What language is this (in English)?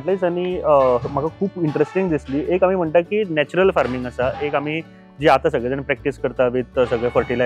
Konkani